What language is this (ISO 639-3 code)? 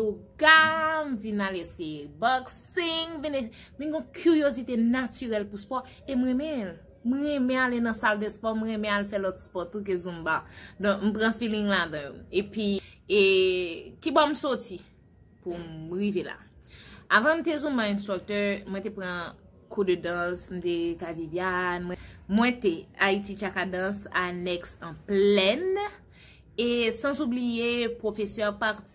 hat